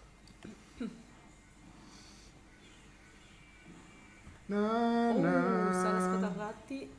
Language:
Italian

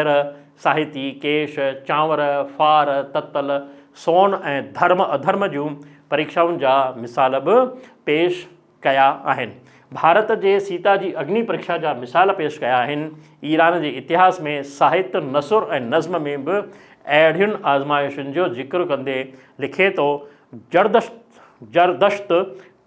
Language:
Sindhi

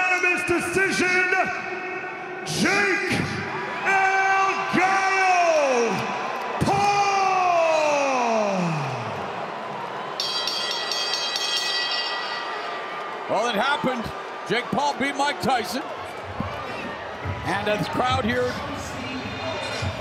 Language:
English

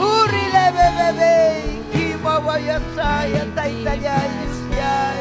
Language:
Ayacucho Quechua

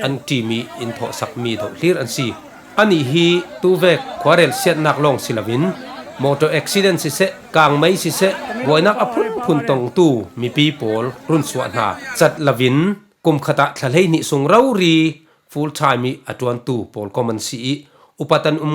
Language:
Falam Chin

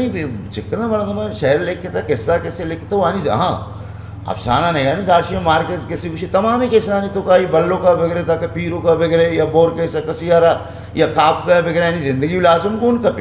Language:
Eastern Balochi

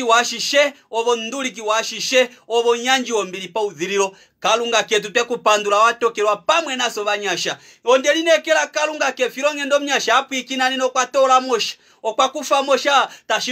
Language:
Kuanyama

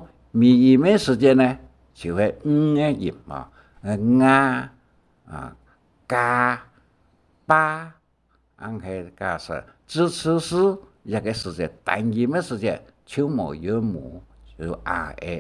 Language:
Hakka Chinese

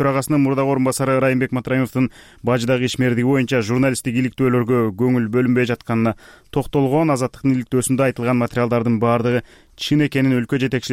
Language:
Kyrgyz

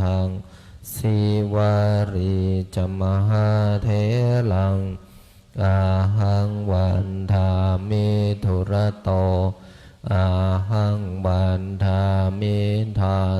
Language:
Pali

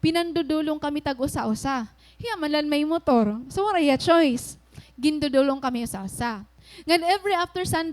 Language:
Waray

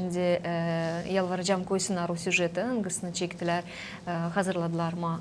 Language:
Gagauz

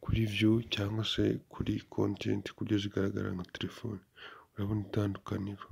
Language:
Kinyarwanda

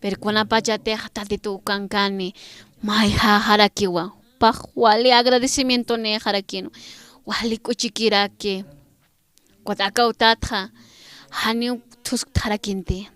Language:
Aymara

